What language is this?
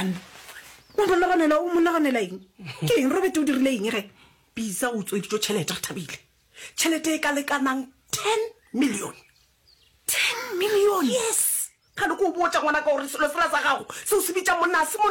Northern Sotho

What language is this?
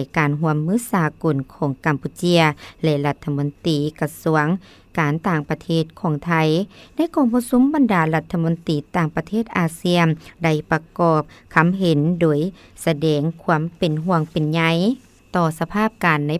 Lao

